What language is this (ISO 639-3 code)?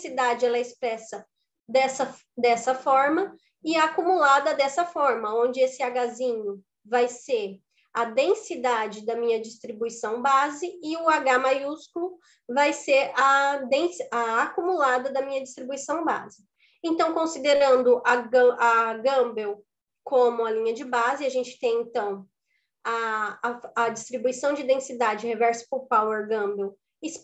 por